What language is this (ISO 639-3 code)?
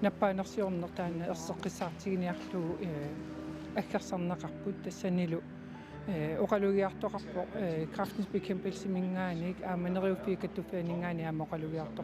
kal